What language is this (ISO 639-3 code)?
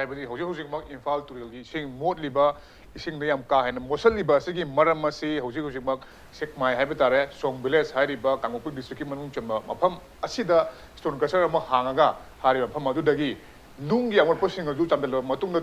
mni